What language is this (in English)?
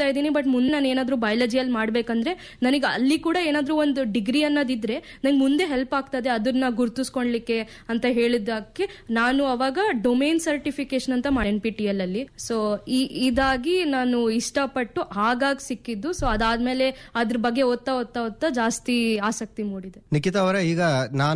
Kannada